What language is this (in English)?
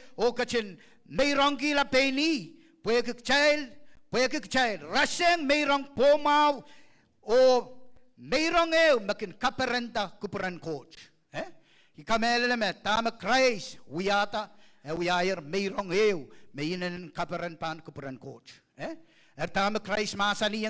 Pohnpeian